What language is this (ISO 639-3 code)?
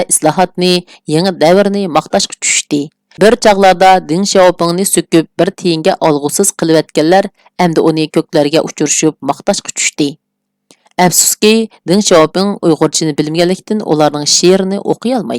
uig